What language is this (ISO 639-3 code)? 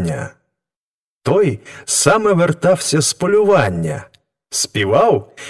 ukr